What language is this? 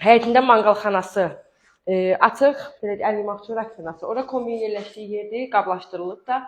Azerbaijani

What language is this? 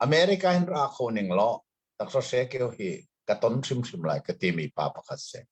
Hakha Chin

